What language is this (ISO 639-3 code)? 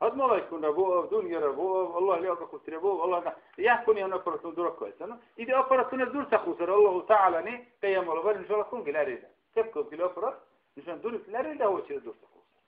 dar